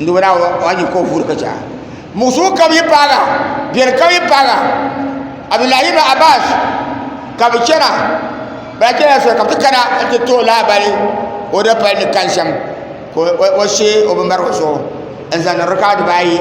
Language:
Dagbani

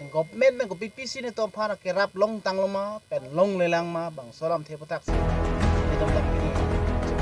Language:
Karbi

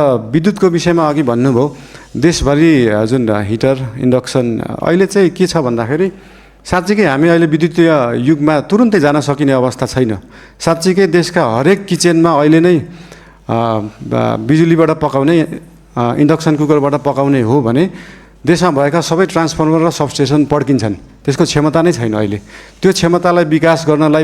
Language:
Nepali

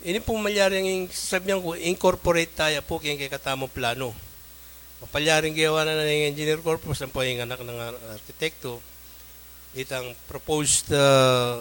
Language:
Pampanga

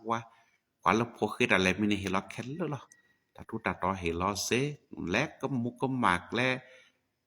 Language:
S'gaw Karen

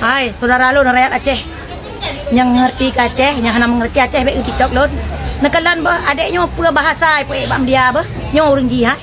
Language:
Achinese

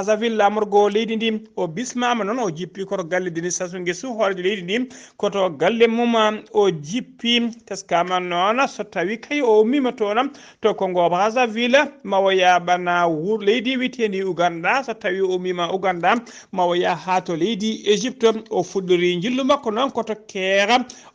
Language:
Fula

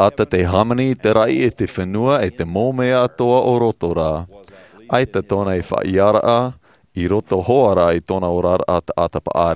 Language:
Tahitian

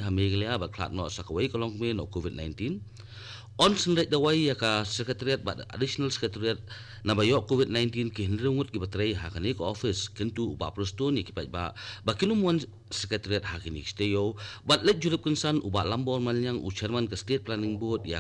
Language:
Khasi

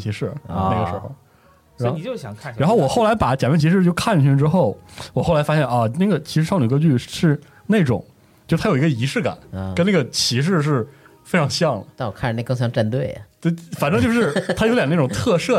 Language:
Chinese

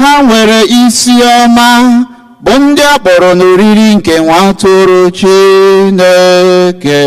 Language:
Igbo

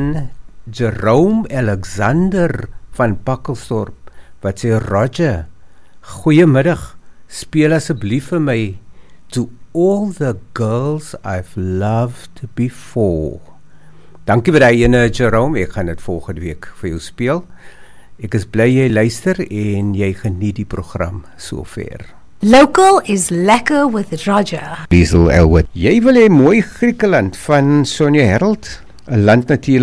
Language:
Afrikaans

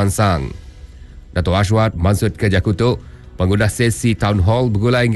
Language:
Iban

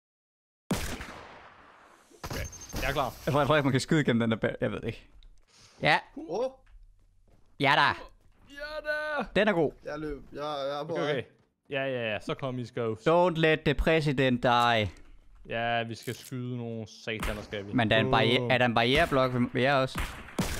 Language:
Danish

